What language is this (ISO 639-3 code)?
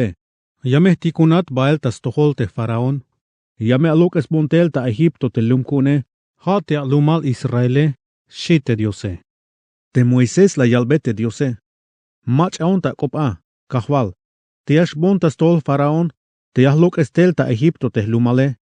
tzh